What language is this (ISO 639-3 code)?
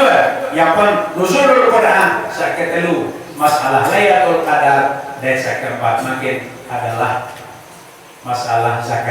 sas